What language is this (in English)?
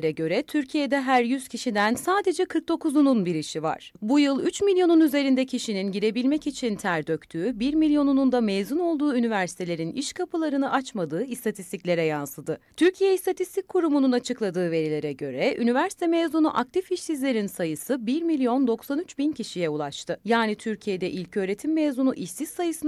Turkish